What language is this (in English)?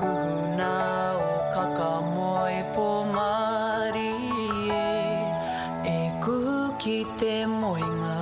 Māori